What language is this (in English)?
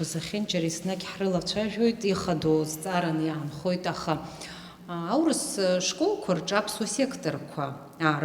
Abkhazian